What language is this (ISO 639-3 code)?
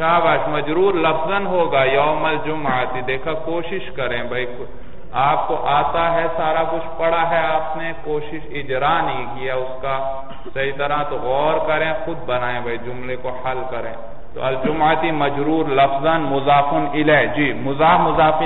urd